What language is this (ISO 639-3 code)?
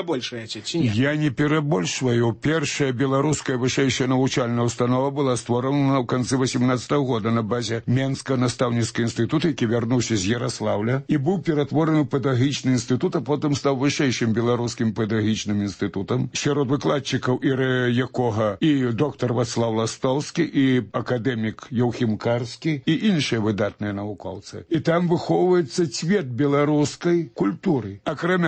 bel